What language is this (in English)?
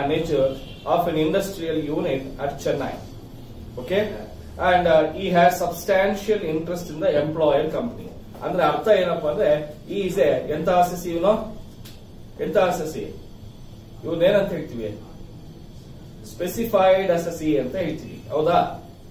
Kannada